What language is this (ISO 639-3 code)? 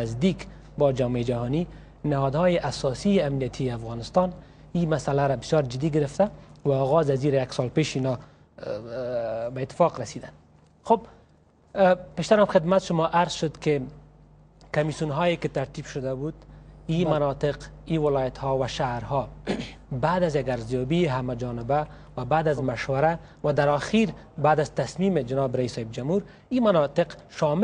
fas